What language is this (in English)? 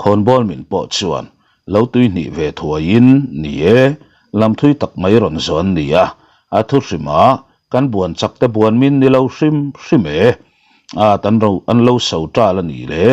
Mizo